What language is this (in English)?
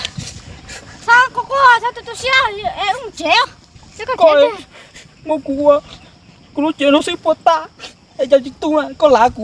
Hmong